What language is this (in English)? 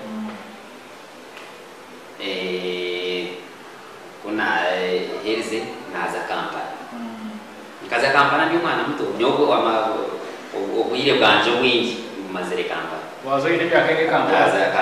Kinyarwanda